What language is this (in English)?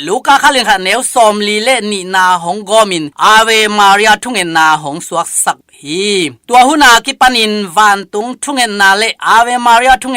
Tedim Chin